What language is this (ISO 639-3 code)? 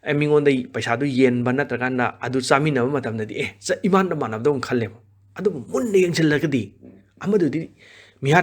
mni